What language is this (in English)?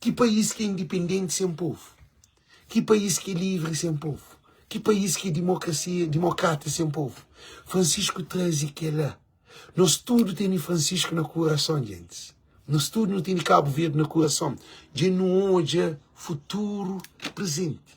Kabuverdianu